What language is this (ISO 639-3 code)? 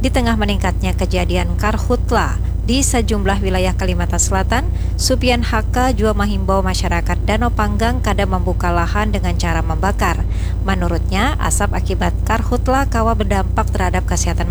bjn